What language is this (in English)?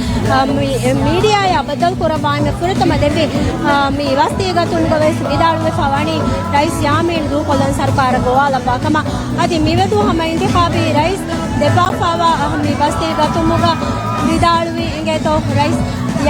Divehi